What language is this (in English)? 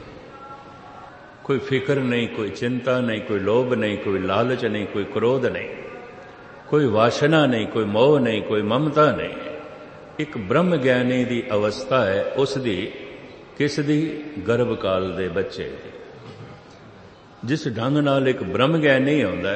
Punjabi